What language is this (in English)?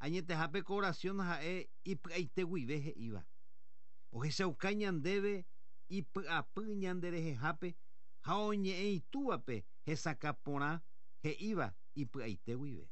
Guarani